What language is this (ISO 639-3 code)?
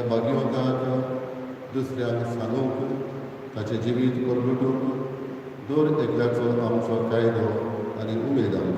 kok